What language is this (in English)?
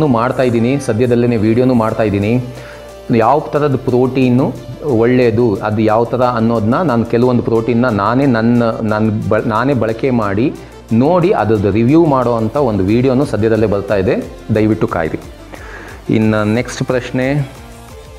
Kannada